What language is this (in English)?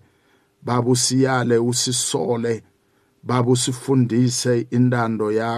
South Ndebele